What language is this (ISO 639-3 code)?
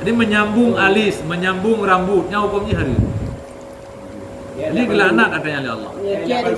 ace